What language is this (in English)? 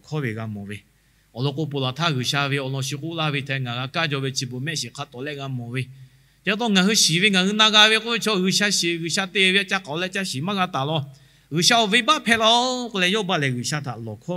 Lahu